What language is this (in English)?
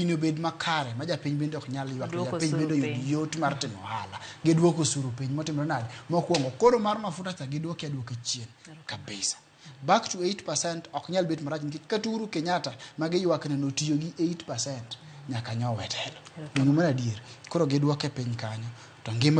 Luo (Kenya and Tanzania)